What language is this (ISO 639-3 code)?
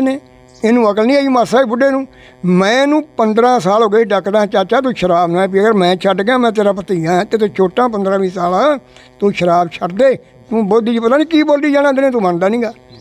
pan